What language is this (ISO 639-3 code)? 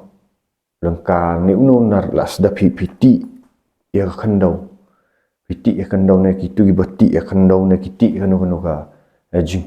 kha